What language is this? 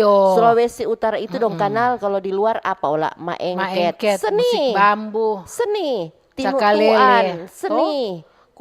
Manado Malay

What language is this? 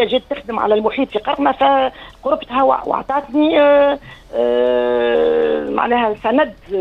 Tunisian Arabic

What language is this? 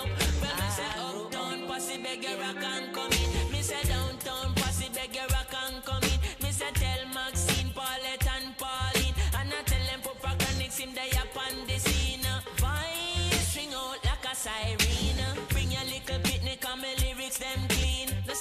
Jamaican Creole English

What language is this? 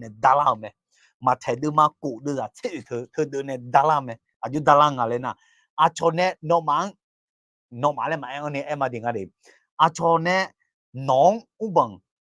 Akha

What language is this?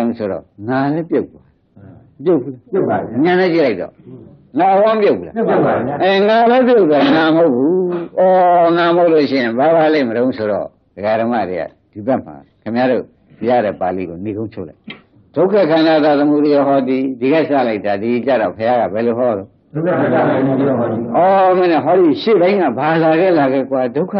Burmese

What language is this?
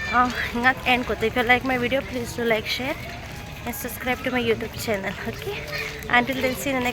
Konkani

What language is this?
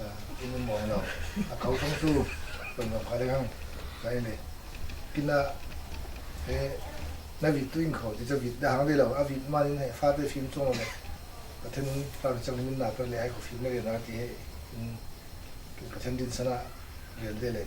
Falam Chin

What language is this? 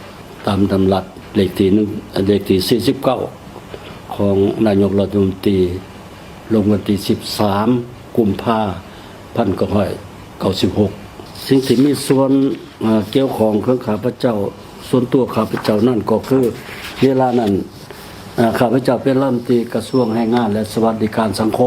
Lao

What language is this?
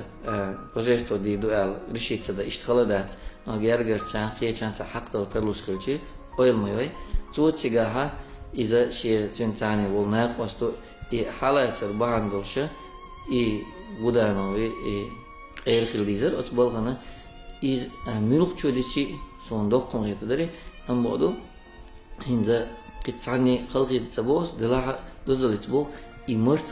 Chechen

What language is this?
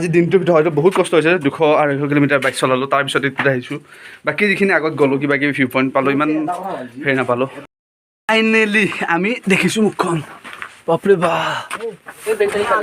Assamese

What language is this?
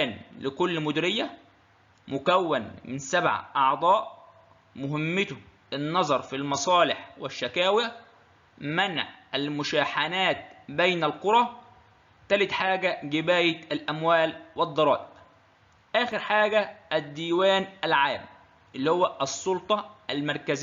Egyptian Arabic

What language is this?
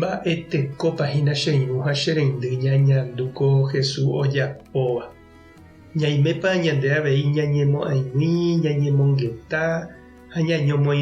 Guarani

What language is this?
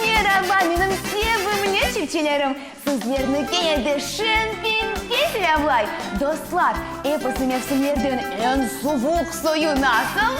Crimean Tatar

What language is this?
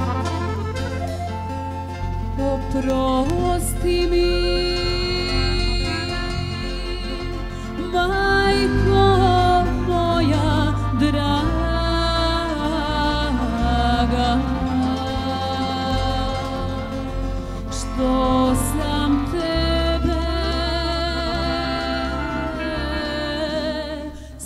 Serbian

